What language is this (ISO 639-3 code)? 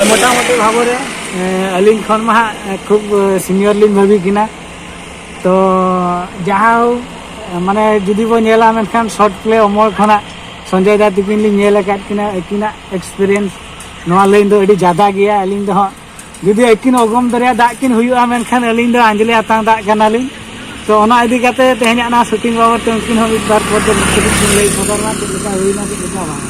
sat